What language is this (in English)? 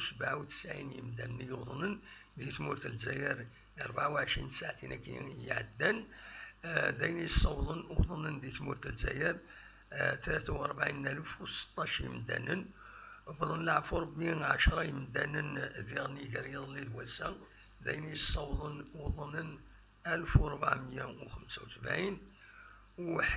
Kabyle